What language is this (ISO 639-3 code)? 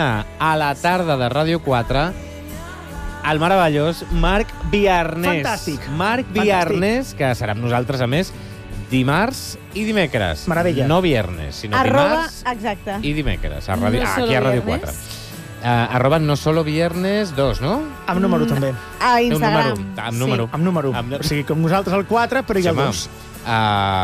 cat